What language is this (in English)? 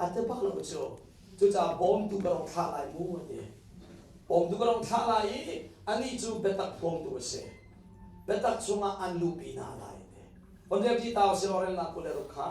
Hakha Chin